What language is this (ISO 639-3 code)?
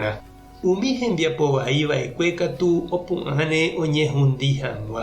grn